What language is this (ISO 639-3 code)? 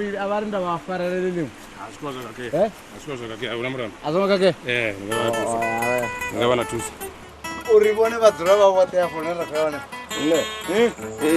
ven